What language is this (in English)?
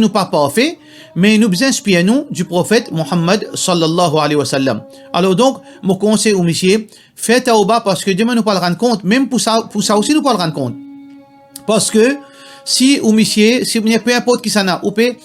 Morisyen